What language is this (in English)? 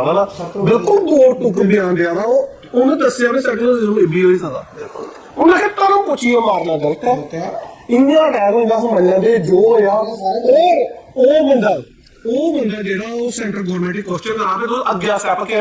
Dogri